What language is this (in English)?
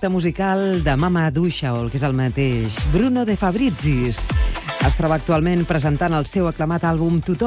Catalan